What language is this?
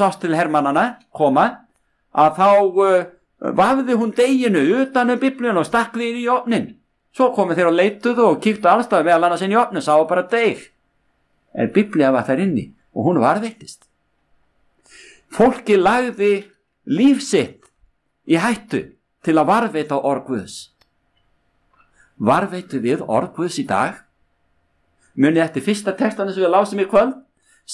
Icelandic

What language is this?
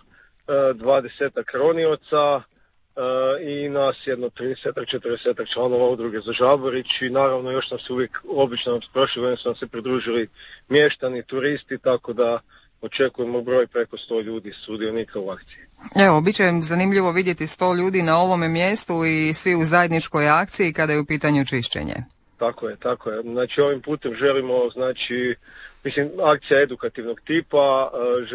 Croatian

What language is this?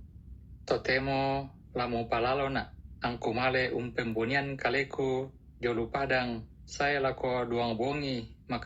Toraja-Sa'dan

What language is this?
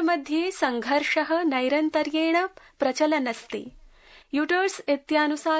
Sanskrit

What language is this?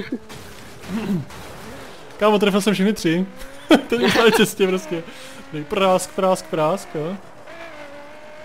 Czech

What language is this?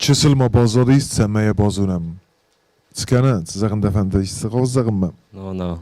Ossetic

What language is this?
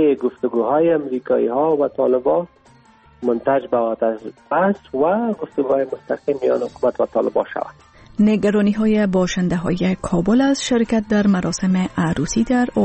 Persian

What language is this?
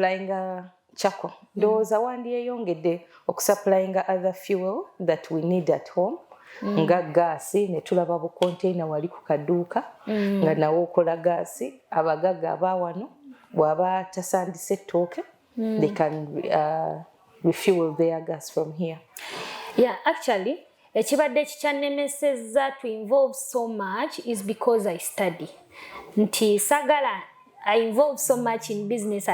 Ganda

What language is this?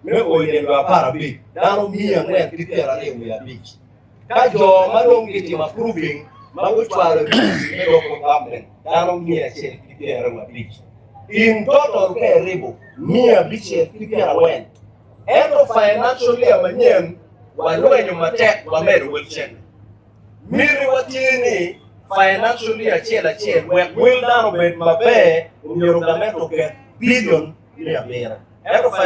Acoli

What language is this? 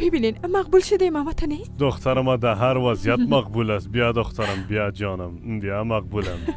Persian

